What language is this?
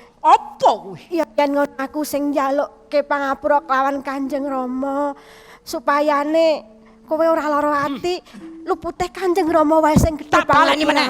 Javanese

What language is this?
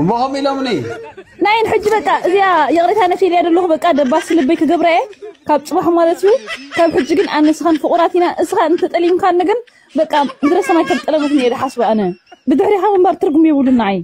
Tigrinya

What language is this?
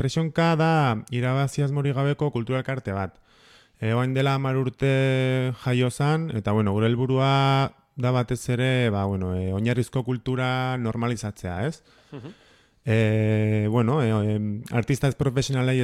Basque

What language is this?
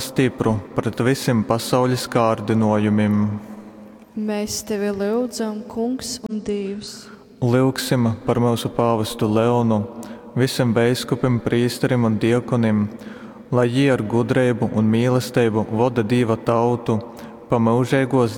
Latgalian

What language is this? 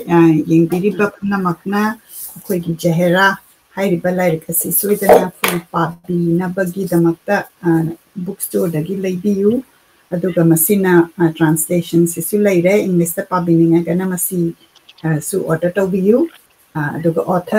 Manipuri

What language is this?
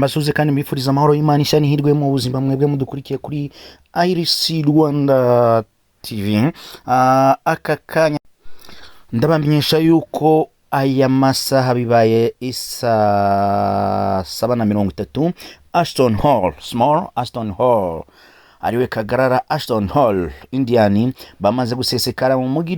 Kinyarwanda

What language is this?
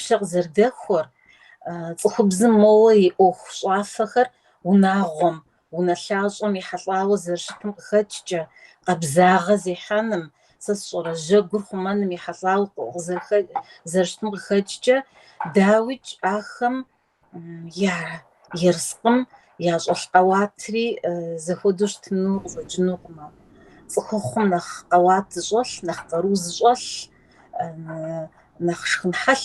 Kabardian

